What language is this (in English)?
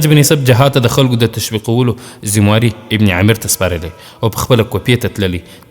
Pashto